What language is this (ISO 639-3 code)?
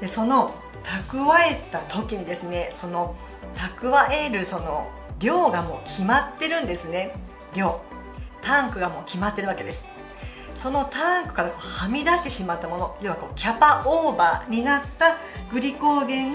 jpn